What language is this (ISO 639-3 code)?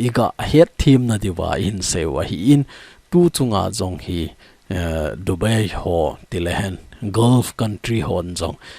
tcz